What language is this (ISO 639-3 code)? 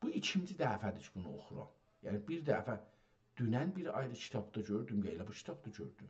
azb